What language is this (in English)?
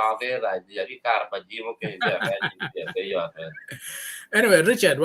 Acoli